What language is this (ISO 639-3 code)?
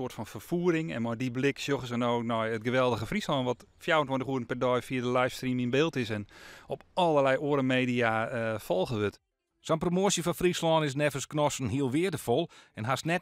fry